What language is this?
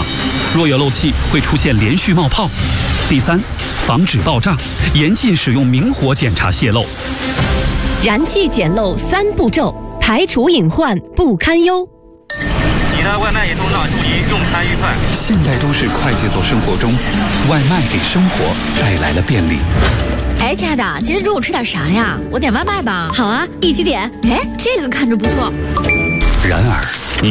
Chinese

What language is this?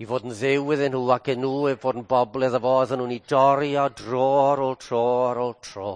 Welsh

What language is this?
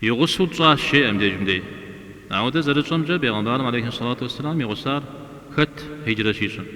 Kabardian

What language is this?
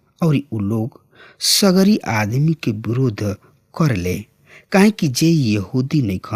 Bhojpuri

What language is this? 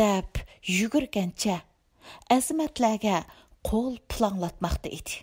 Uyghur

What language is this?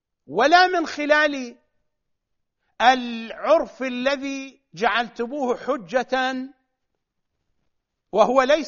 Arabic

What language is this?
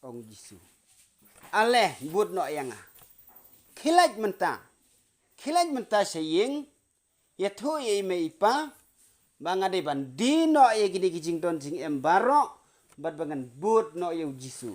Khasi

